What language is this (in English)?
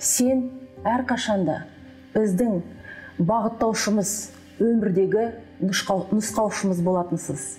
Kazakh